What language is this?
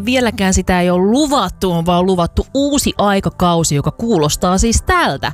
Finnish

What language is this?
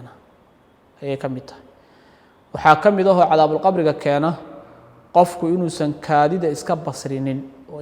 Somali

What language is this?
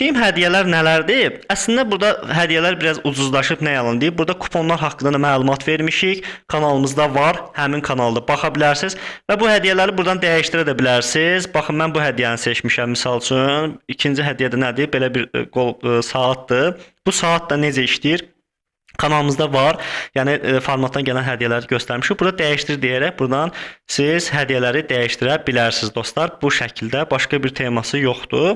Azerbaijani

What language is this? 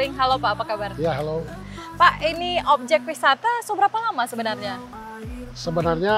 Manado Malay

